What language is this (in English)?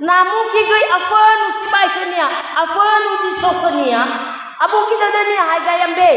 Nias